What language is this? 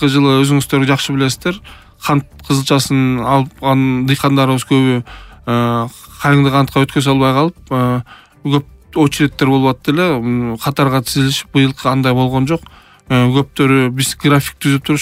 Kyrgyz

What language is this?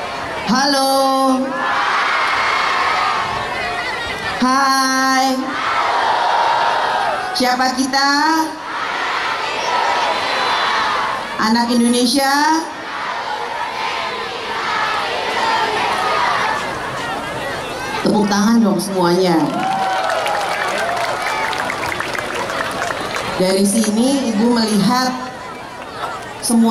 Indonesian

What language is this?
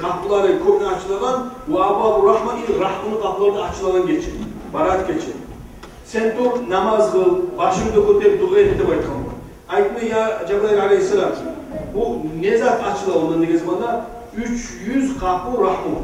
Kumyk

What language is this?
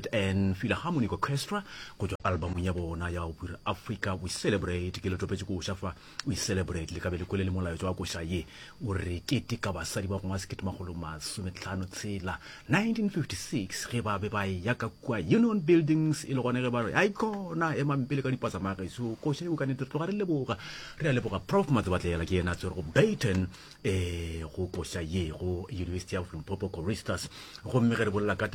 Northern Sotho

